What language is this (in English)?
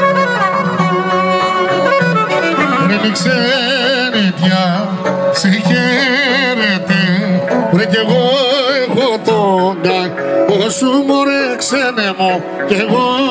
Greek